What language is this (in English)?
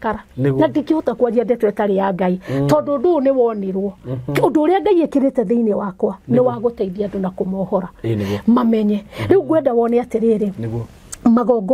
Kikuyu